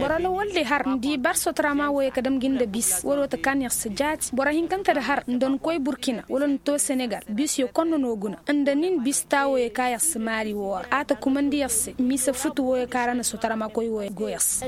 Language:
Zarma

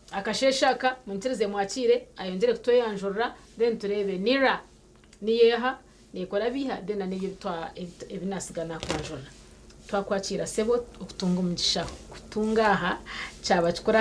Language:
Nyankole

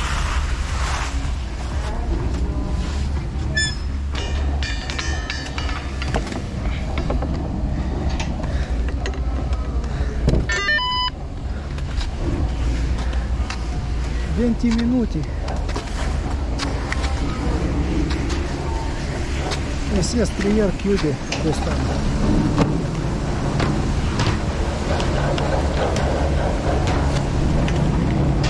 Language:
Italian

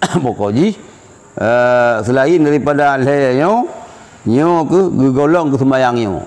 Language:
Achinese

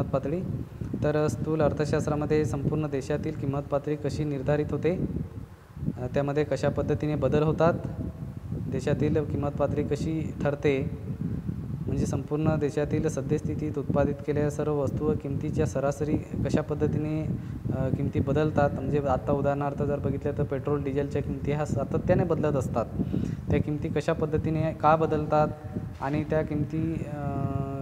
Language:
Marathi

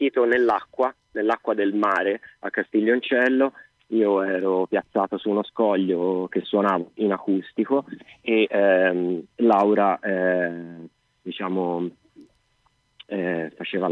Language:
Italian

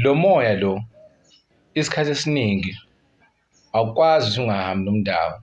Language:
Zulu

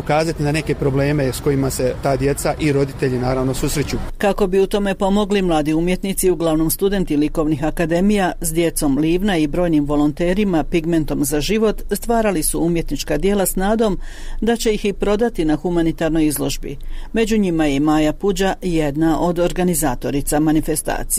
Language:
Croatian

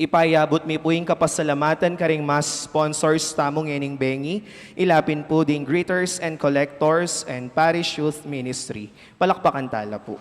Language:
Pampanga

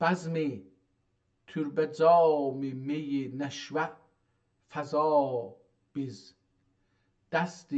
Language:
South Azerbaijani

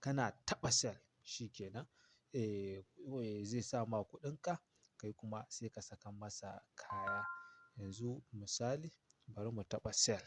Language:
Hausa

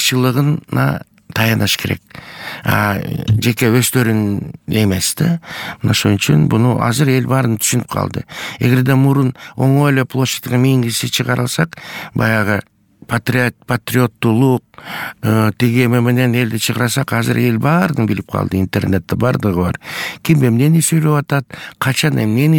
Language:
Kyrgyz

